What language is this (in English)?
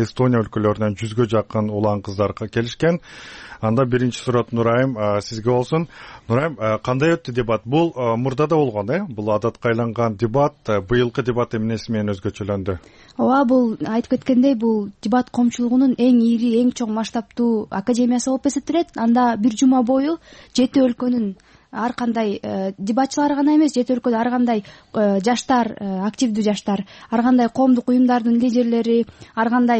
Kyrgyz